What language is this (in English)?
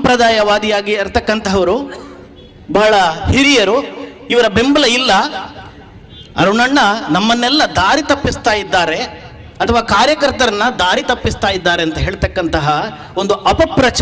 Kannada